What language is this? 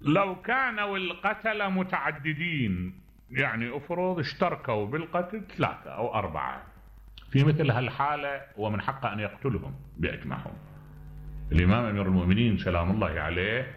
Mesopotamian Arabic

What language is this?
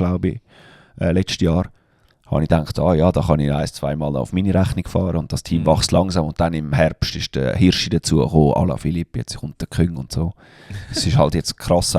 Swiss German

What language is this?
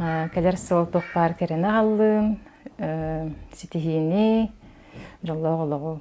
Yakut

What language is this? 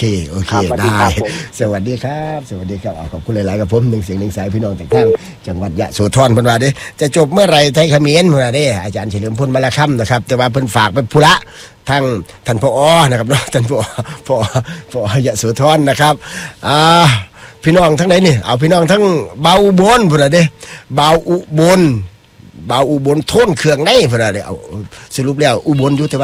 Thai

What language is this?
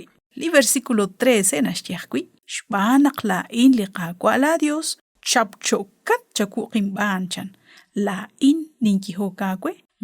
Kekchí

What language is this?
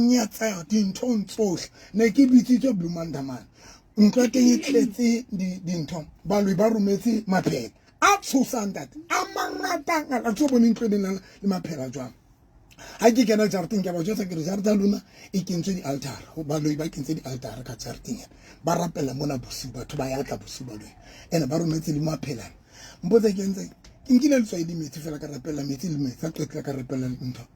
Southern Sotho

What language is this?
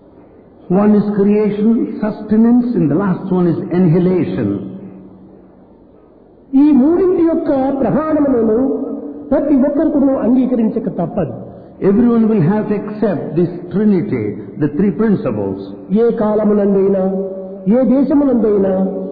Telugu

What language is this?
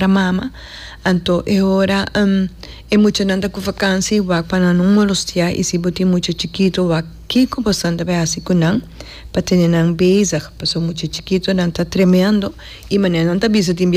Papiamento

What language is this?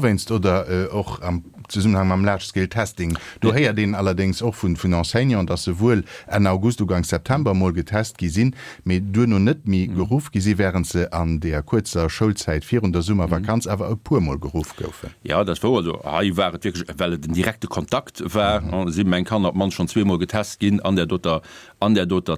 Luxembourgish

